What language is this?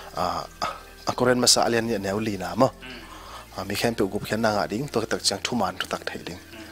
Tedim Chin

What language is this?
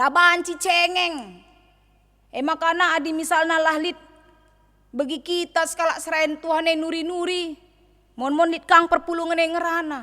Batak Karo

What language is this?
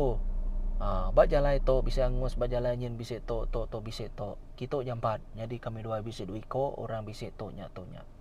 Iban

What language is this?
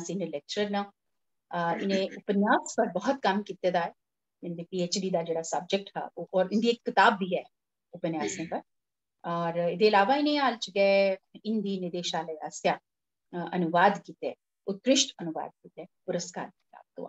Dogri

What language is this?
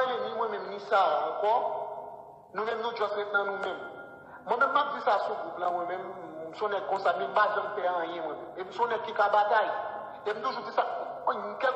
Haitian Creole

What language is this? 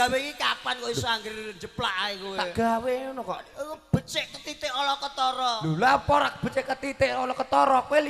Javanese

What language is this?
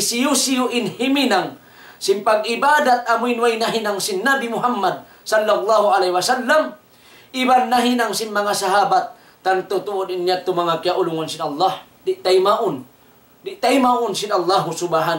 Tausug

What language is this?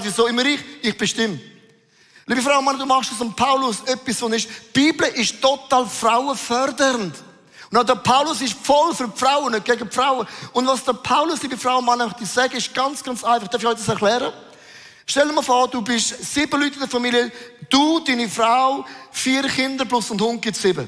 Swiss German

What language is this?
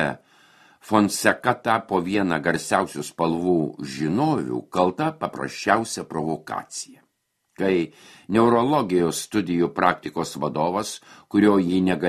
Lithuanian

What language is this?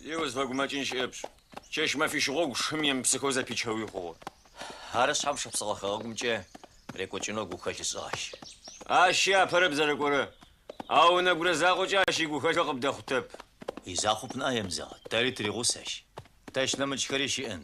Adyghe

